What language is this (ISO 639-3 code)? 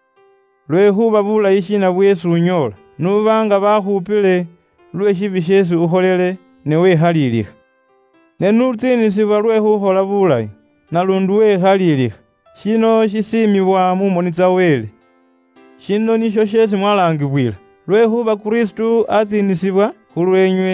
luy